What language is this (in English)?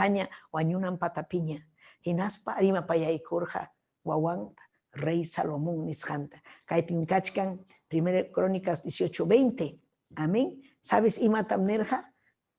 Ayacucho Quechua